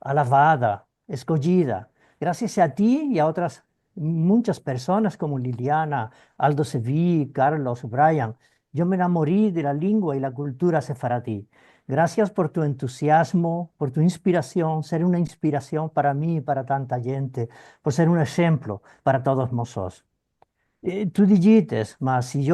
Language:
Ladino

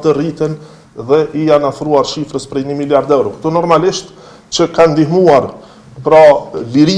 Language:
Albanian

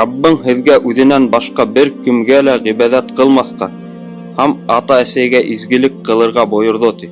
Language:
Bashkir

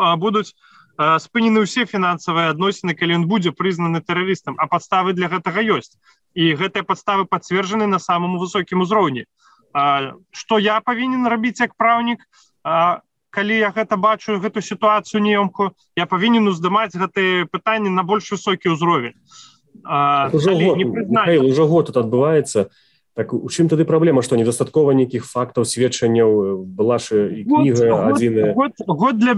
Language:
Belarusian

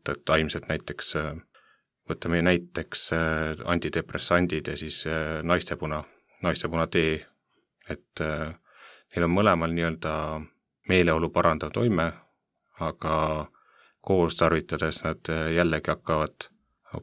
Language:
Estonian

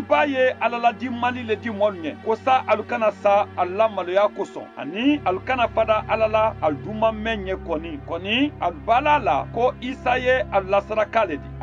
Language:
Mandingo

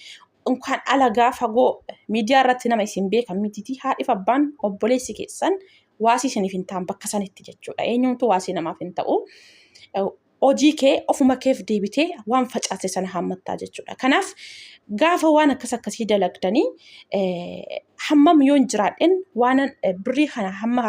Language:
Oromo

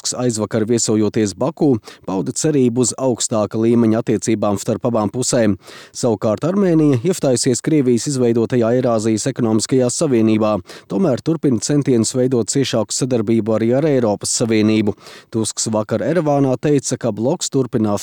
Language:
Latvian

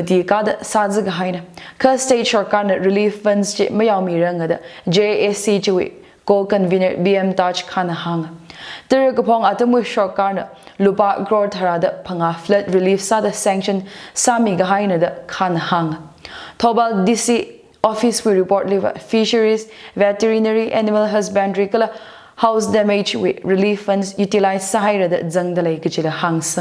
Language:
Tangkhul Naga (India)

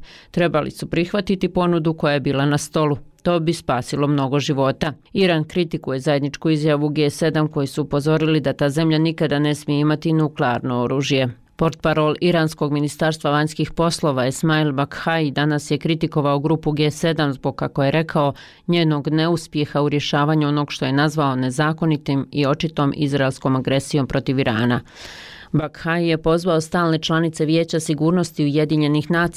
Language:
Bosnian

